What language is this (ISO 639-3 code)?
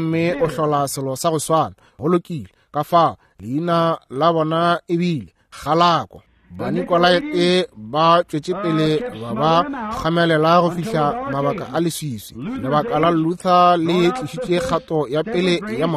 nso